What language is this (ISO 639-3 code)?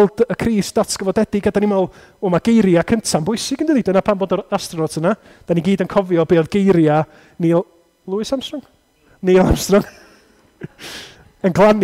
cym